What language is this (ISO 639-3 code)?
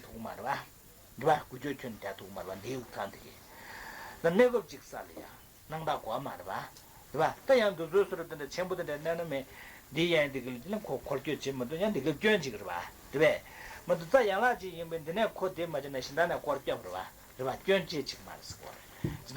bod